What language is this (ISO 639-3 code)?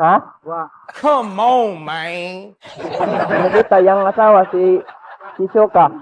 ceb